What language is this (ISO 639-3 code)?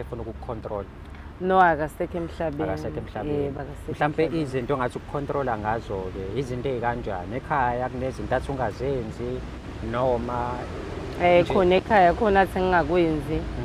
zul